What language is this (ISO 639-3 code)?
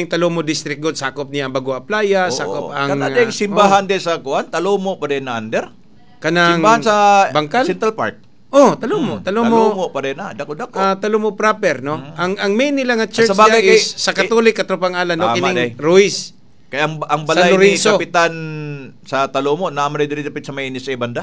ceb